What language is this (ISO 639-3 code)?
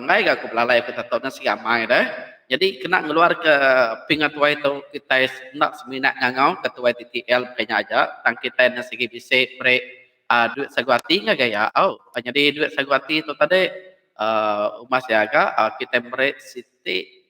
iba